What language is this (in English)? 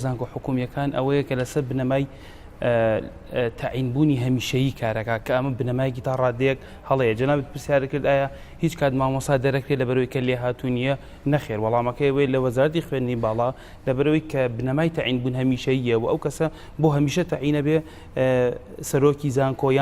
Central Kurdish